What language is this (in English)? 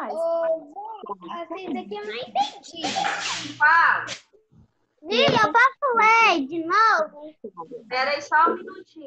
Portuguese